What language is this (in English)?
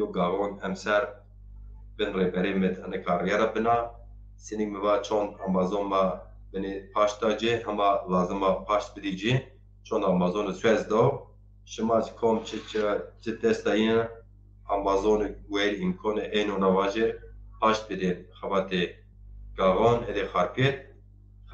Zaza